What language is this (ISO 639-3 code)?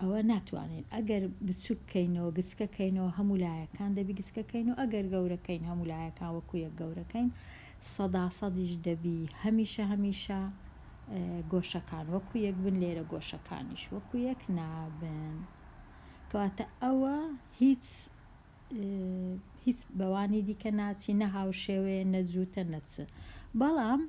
ckb